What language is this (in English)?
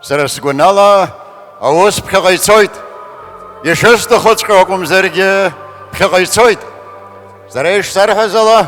Abkhazian